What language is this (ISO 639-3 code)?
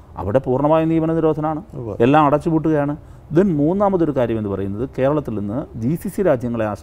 mal